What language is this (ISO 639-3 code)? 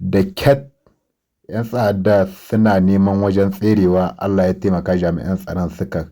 hau